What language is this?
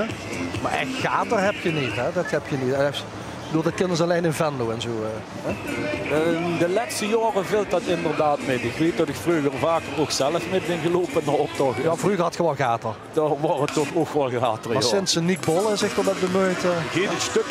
Limburgish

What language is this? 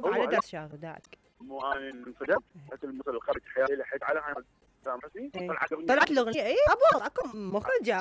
Mesopotamian Arabic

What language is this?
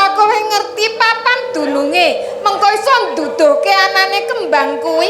Javanese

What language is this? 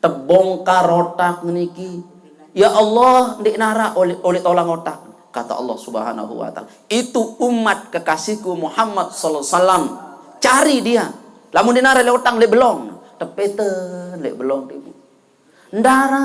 Sasak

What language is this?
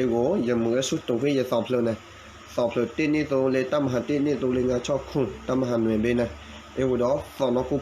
S'gaw Karen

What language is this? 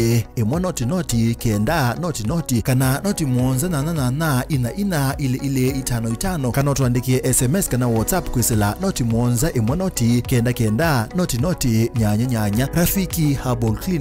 Kamba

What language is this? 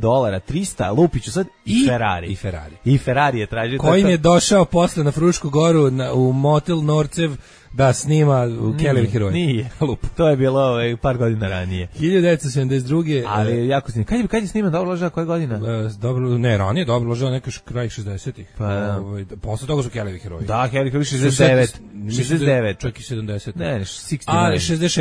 Serbian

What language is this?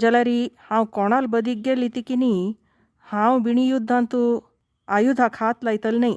Konkani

